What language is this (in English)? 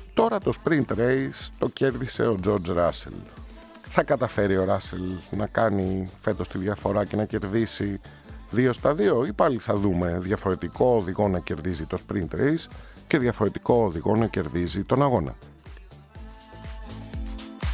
Greek